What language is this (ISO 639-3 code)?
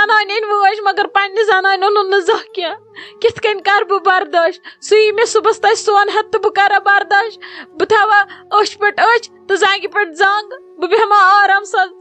kas